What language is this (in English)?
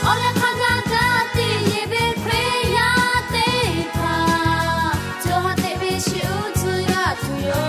Lahu